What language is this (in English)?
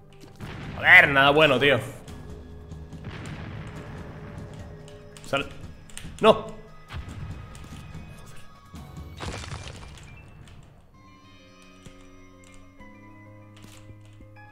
Spanish